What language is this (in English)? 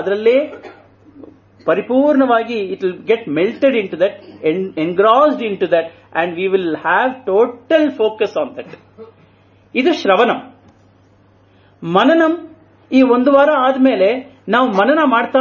Kannada